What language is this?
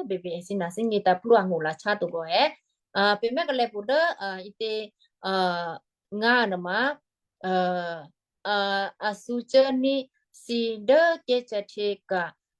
Western Kayah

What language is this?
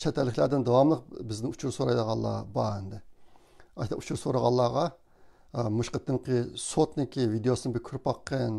Uyghur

